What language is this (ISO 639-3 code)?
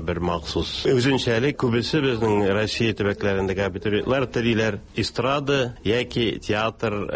tat